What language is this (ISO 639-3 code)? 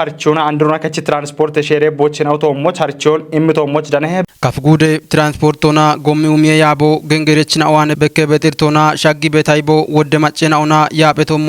kbr